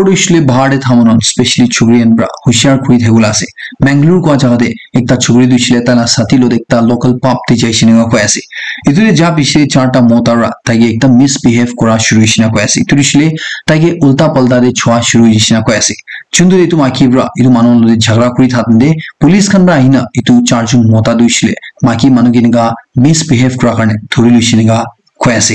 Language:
Naga Pidgin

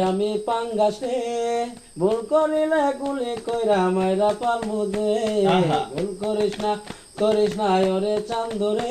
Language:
Sylheti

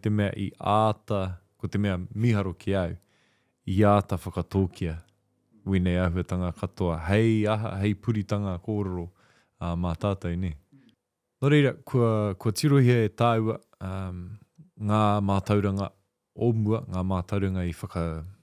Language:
Māori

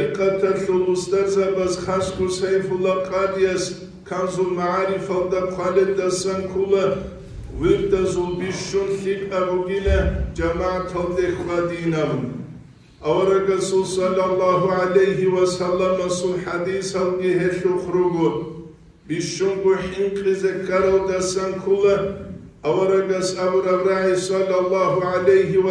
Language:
Avaric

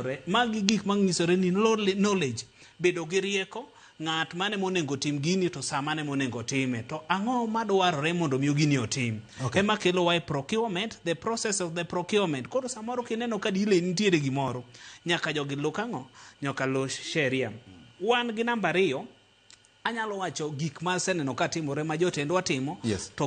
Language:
Luo (Kenya and Tanzania)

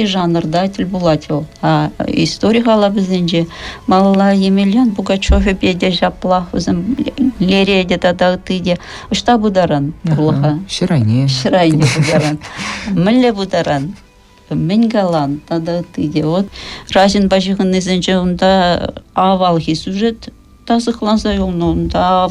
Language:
Chuvash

